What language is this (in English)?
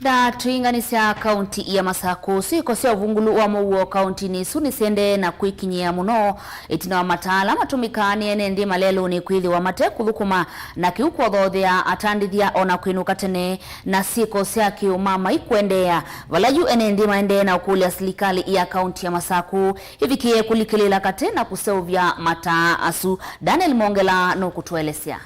Kamba